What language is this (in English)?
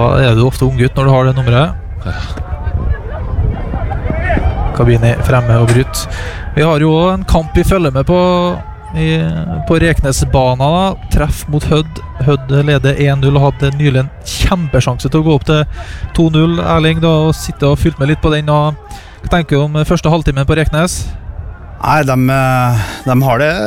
Norwegian